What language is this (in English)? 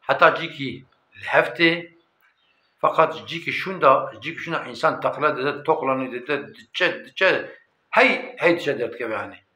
Kurdish